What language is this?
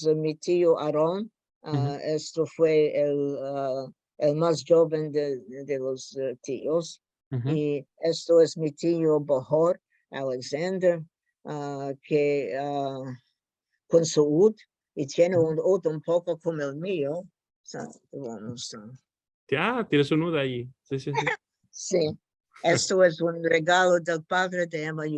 Ladino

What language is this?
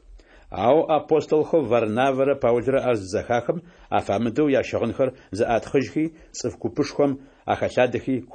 Adyghe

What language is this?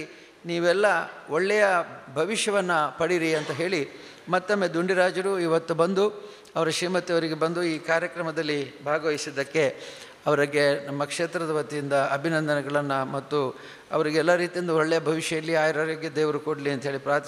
Kannada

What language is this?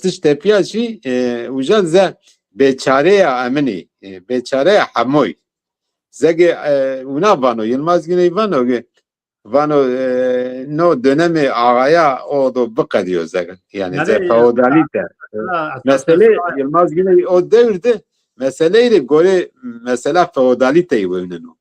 Zaza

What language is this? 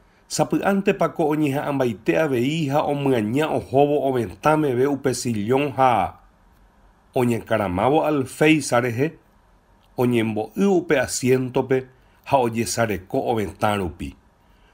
Guarani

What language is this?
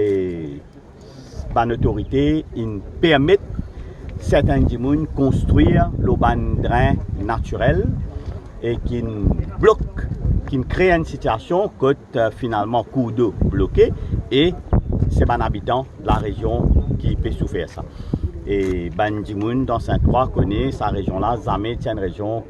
Morisyen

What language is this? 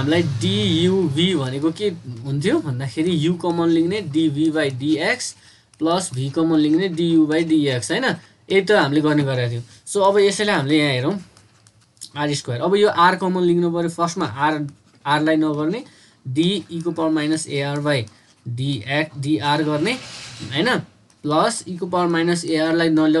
Nepali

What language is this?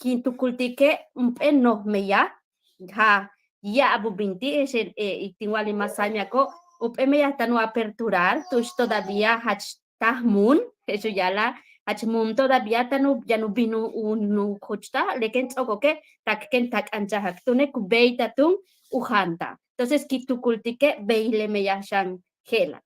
Yucateco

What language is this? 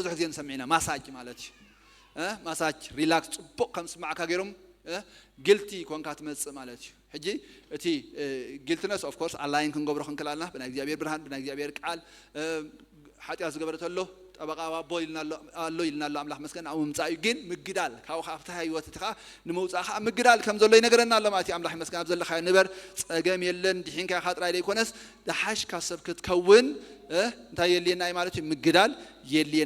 Tigrinya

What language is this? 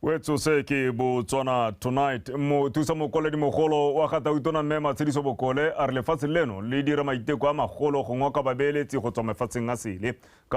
Tswana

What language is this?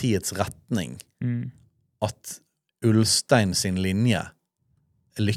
Norwegian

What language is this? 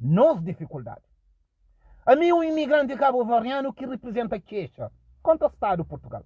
Kabuverdianu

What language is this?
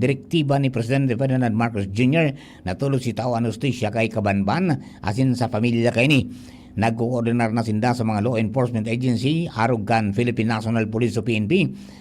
Bikol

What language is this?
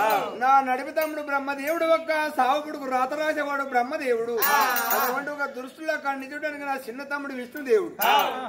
Telugu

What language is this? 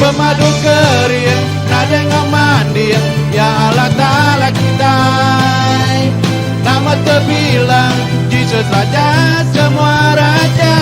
Iban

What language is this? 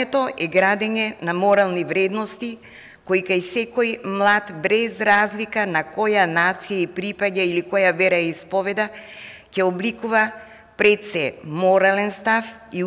Macedonian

